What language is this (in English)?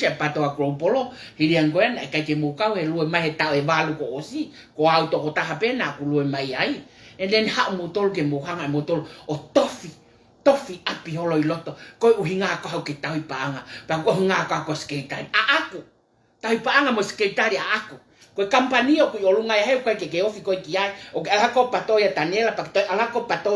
Tongan